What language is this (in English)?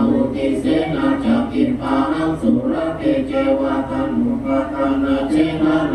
Pali